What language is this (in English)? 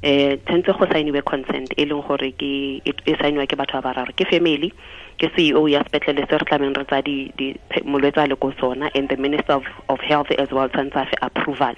Tswana